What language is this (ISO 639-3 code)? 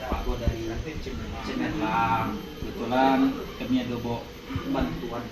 min